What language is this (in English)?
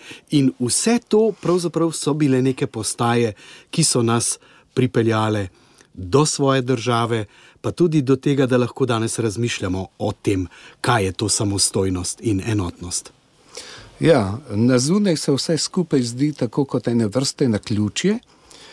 Slovenian